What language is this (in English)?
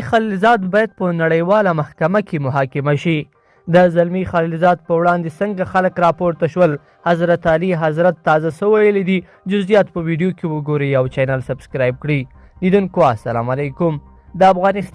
Pashto